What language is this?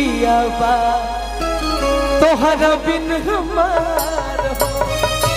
Bhojpuri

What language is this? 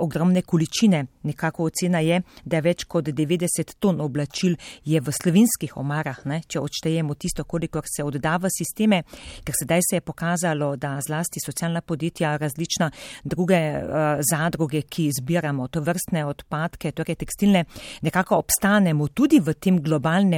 Slovenian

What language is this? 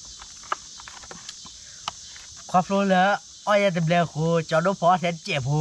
S'gaw Karen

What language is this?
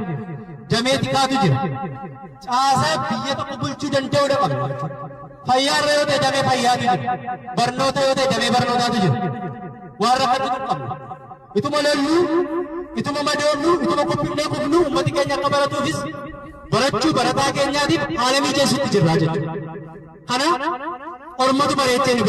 Oromo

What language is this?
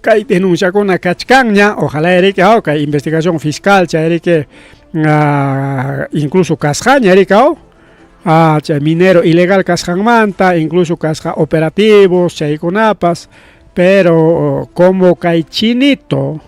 Ayacucho Quechua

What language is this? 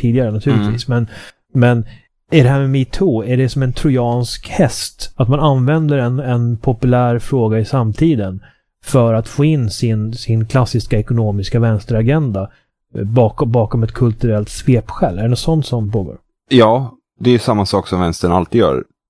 Swedish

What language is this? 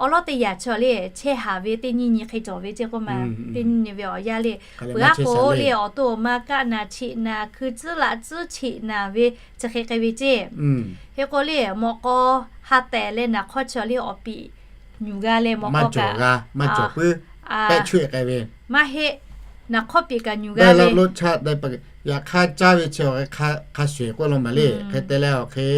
Lahu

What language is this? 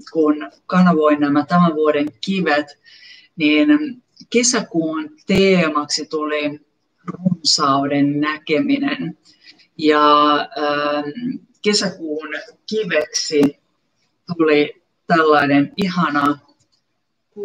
Finnish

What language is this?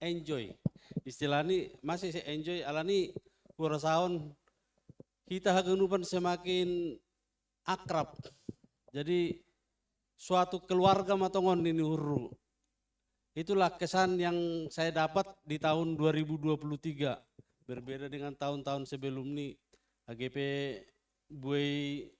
Batak Simalungun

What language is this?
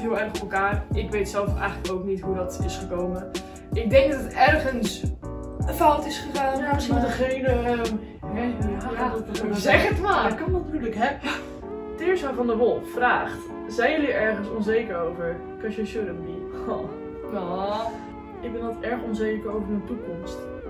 Dutch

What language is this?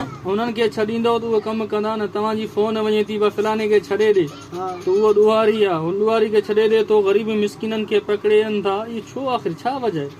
Sindhi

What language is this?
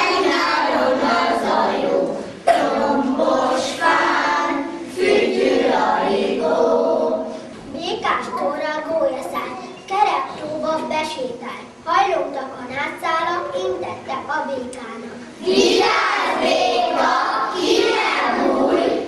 Hungarian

